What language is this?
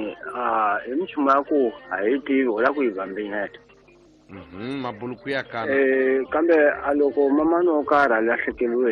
Tsonga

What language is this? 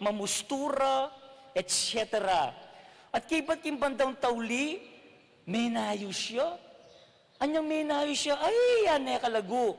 Pampanga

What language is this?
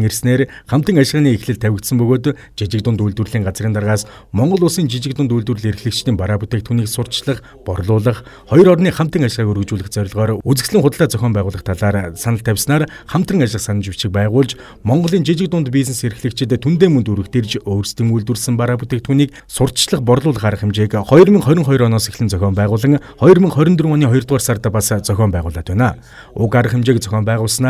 Mongolian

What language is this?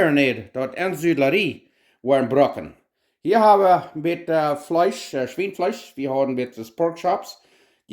Plautdietsch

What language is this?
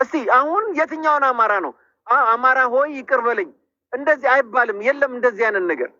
Amharic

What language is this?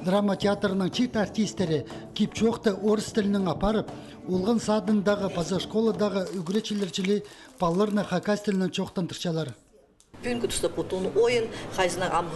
Khakas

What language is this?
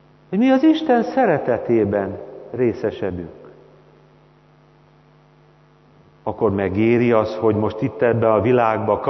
Hungarian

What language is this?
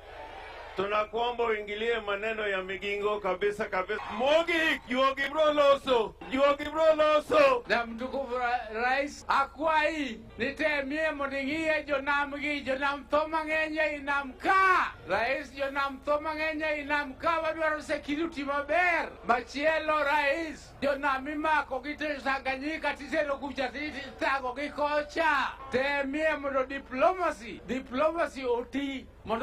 Luo (Kenya and Tanzania)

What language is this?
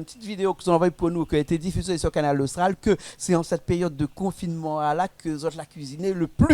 Réunion Creole French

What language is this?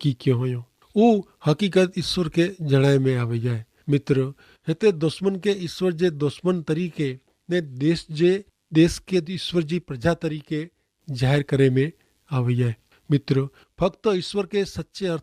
Kachhi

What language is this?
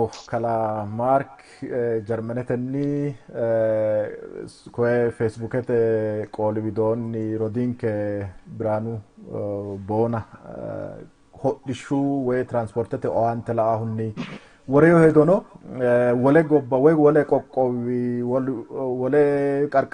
Sidamo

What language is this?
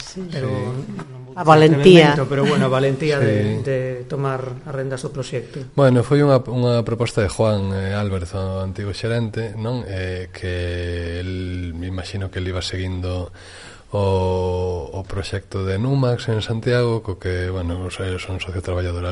Galician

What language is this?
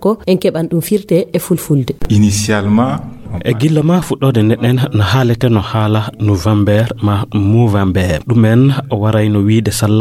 Fula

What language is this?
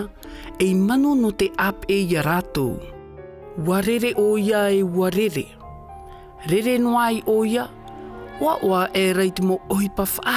Tahitian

